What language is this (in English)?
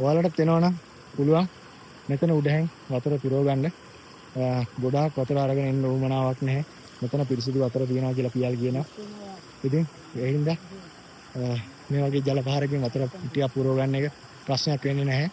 Sinhala